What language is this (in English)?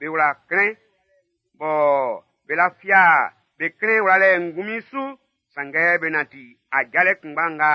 Baoulé